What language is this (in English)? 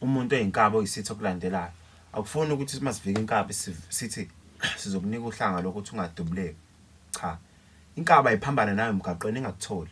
Zulu